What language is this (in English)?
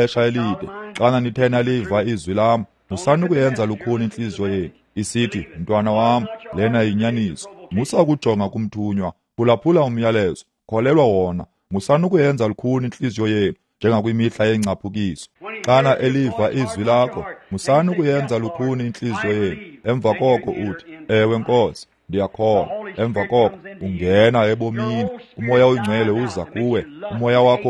Xhosa